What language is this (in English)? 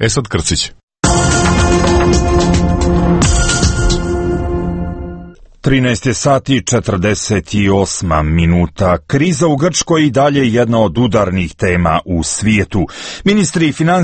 Croatian